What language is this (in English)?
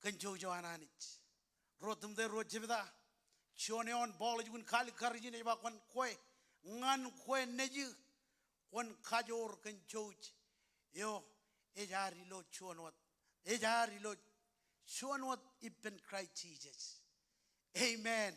Marshallese